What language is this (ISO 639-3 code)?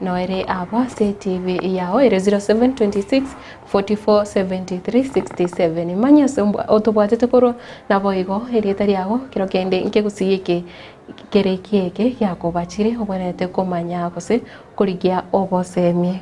guz